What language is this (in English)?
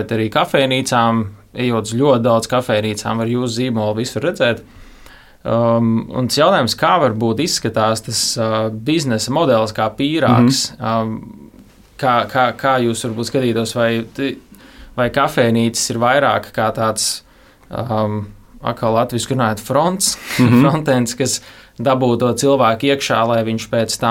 Latvian